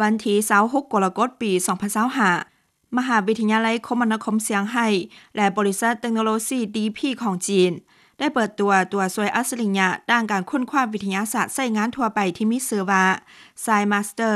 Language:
Lao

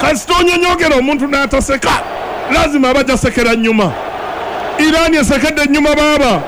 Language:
Ganda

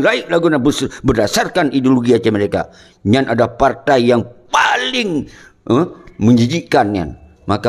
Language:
Achinese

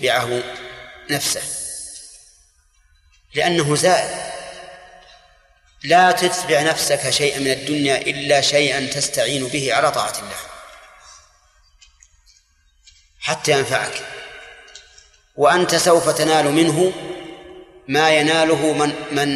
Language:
Arabic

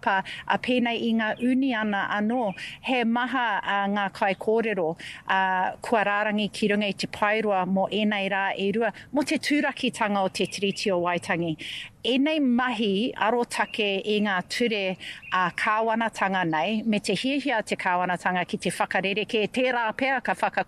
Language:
Māori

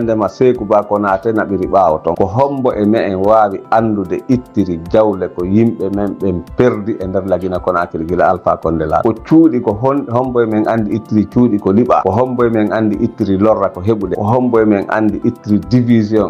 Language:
Fula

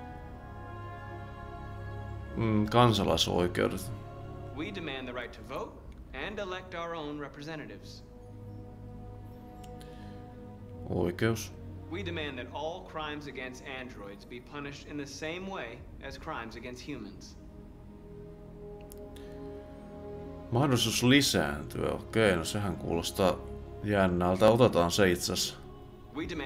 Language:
Finnish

